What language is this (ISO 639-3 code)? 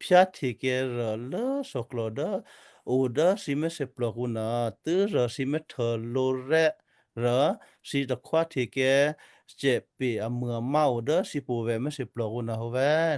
kyu